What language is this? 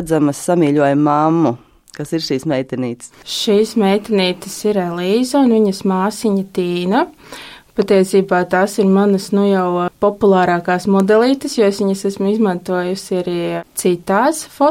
Latvian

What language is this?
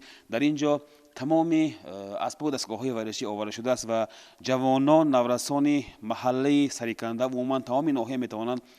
Tajik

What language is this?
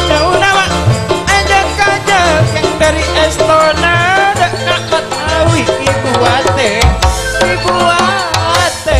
Madurese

